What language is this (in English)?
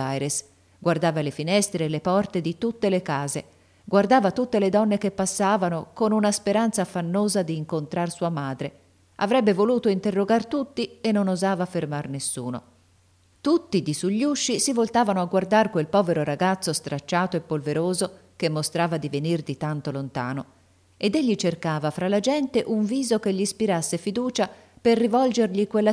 Italian